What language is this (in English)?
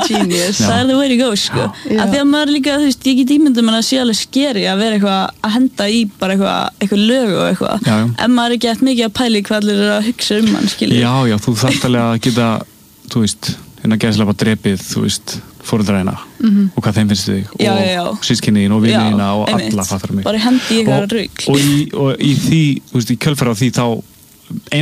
Icelandic